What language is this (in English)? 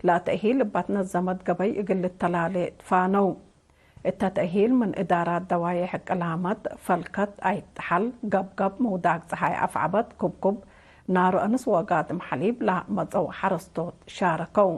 Tigre